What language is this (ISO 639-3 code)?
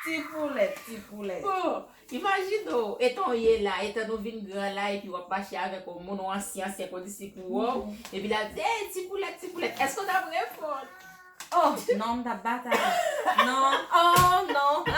hat